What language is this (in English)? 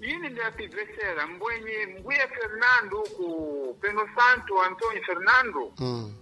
Sena